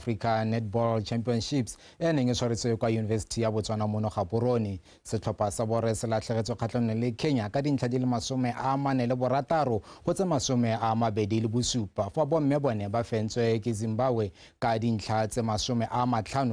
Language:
Tswana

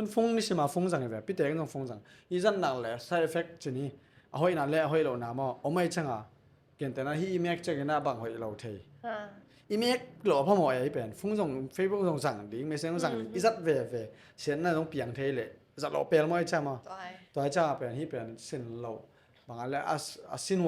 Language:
Tedim Chin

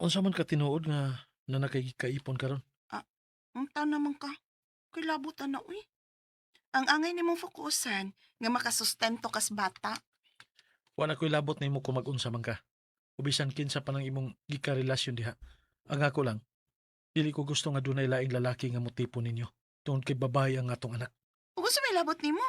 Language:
Cebuano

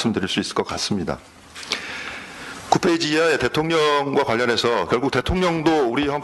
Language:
Korean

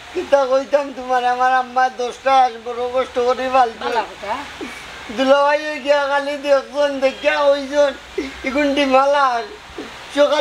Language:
Sylheti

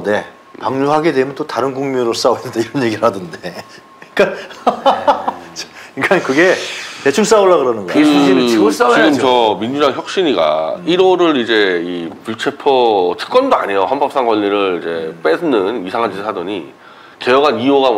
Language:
Korean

